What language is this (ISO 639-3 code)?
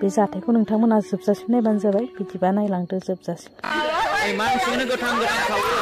brx